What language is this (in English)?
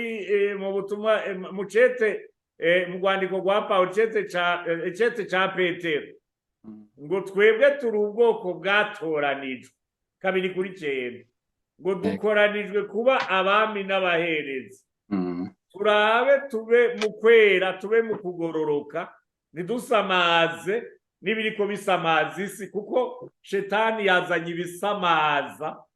Rundi